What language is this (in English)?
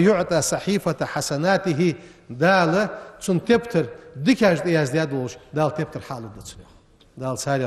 Ingush